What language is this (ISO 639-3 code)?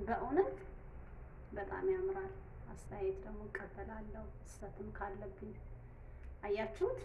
amh